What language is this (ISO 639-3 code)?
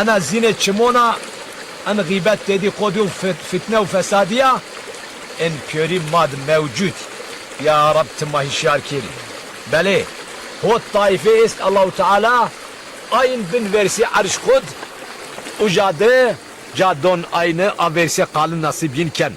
zza